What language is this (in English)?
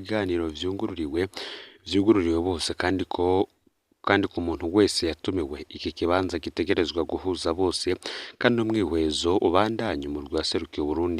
Rundi